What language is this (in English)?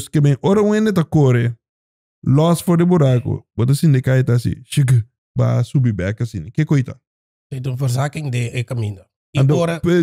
Papiamento